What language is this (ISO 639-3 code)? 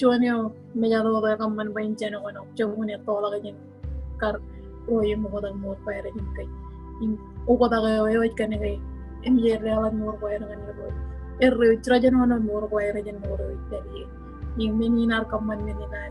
mah